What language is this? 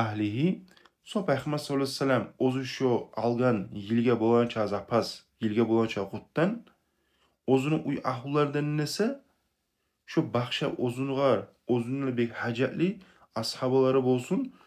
Kumyk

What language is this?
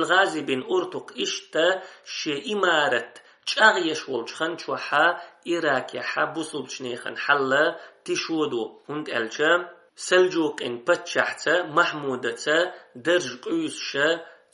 Chechen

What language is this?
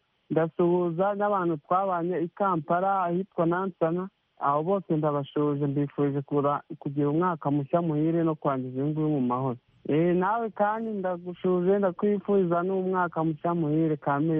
Kinyarwanda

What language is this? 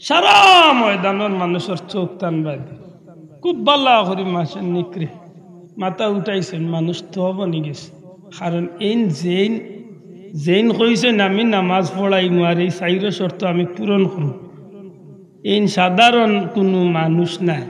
Sylheti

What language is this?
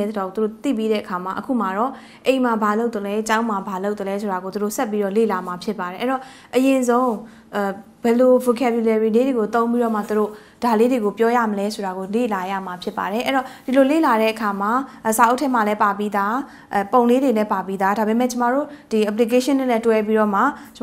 Burmese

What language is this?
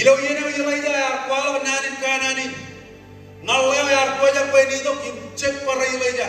Marshallese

